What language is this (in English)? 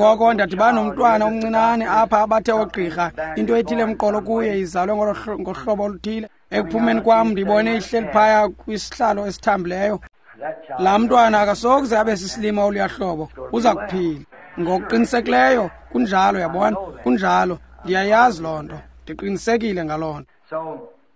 Xhosa